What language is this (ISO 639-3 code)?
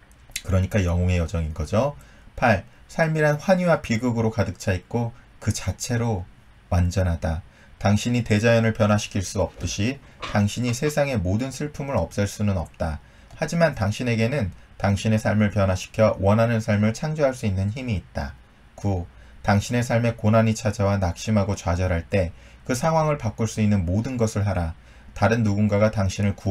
kor